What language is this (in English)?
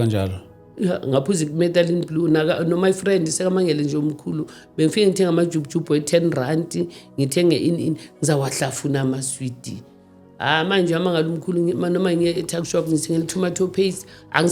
Zulu